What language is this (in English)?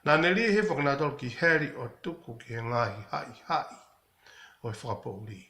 Tongan